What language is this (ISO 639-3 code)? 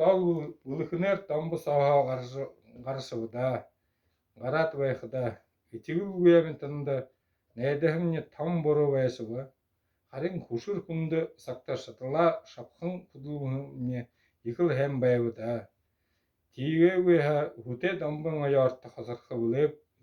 bua